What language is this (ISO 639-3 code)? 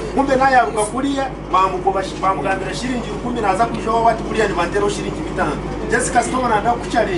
nyn